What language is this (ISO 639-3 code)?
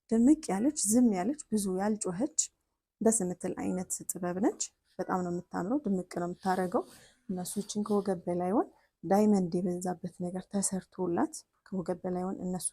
amh